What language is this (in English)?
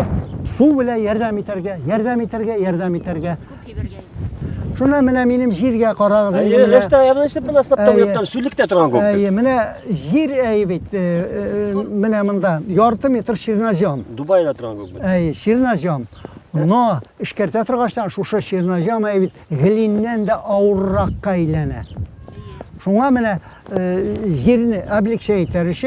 Bashkir